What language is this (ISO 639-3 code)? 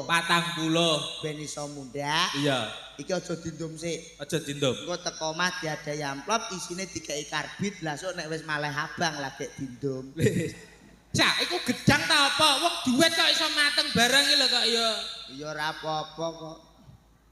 jav